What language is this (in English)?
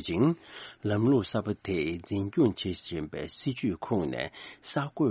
Tibetan